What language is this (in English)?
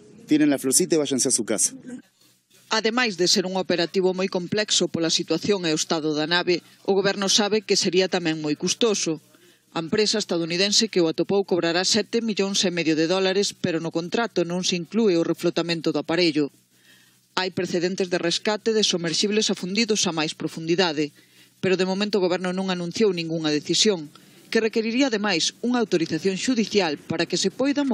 Galician